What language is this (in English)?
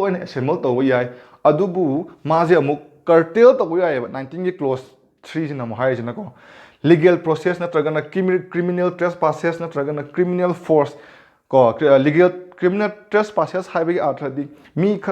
Manipuri